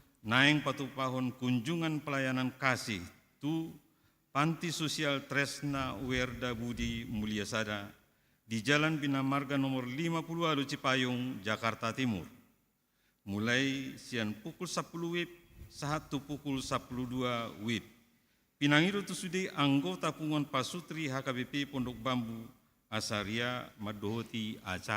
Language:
Batak Toba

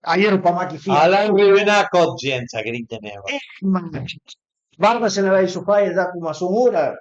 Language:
Piedmontese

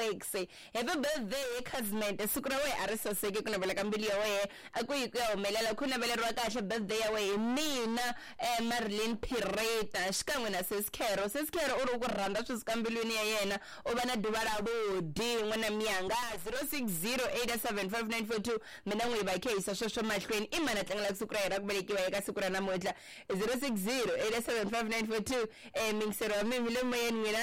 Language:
Tsonga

